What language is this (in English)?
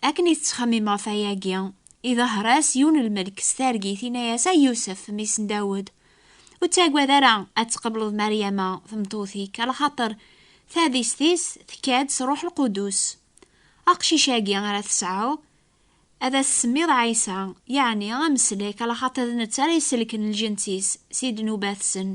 Kabyle